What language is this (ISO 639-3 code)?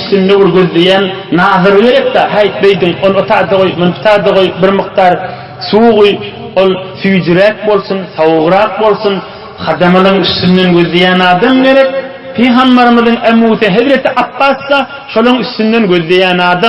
tuk